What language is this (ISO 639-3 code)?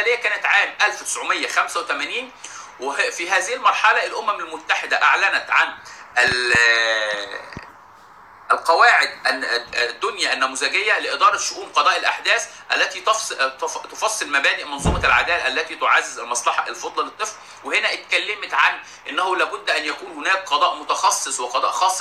arz